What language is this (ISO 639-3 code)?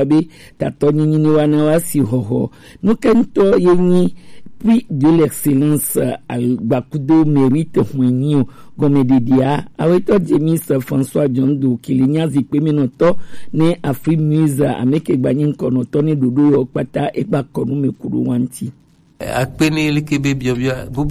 gej